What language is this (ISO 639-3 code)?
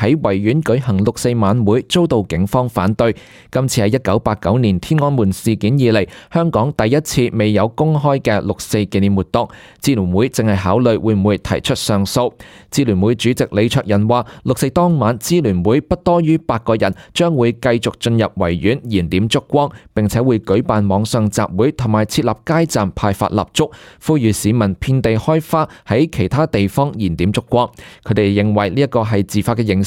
yue